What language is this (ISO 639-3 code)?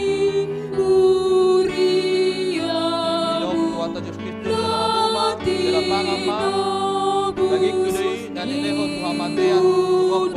bbc